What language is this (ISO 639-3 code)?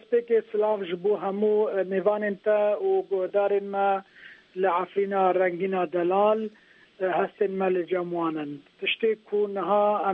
kur